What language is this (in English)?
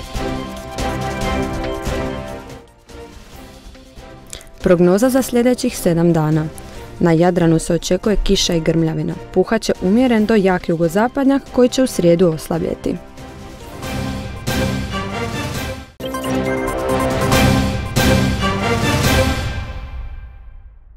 Croatian